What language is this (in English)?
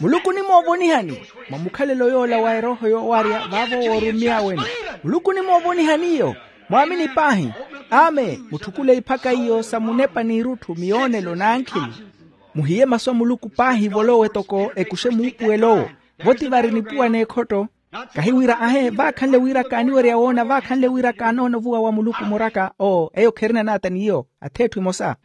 Makhuwa